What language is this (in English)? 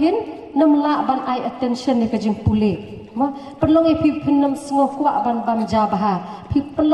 Khasi